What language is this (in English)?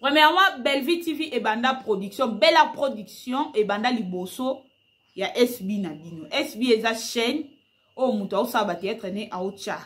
Lingala